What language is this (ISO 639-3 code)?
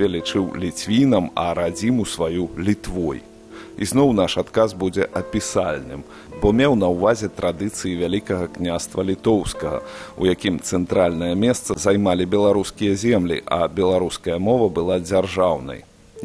bel